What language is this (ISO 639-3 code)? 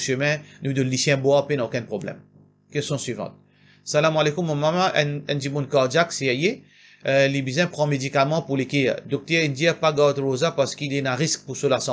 mfe